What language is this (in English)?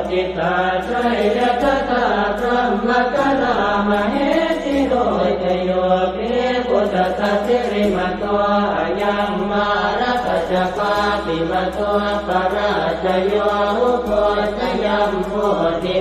Pali